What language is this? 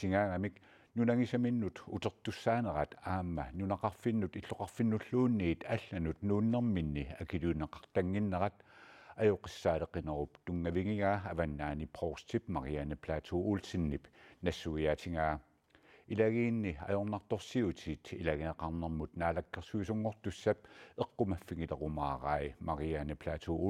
Kalaallisut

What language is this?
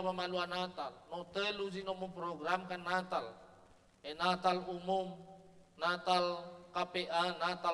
Nias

